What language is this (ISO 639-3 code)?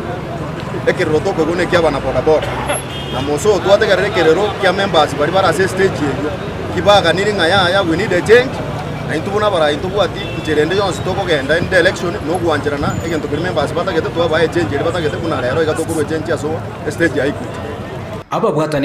guz